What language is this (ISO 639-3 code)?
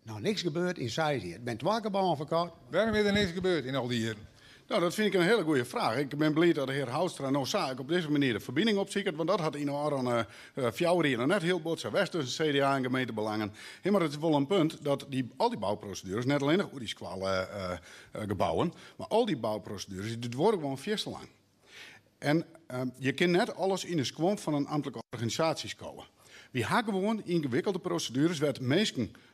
fry